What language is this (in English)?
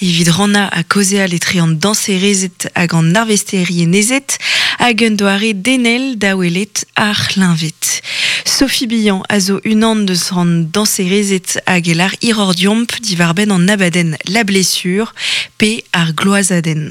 Breton